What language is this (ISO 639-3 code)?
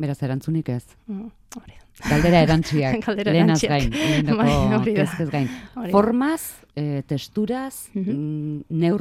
eus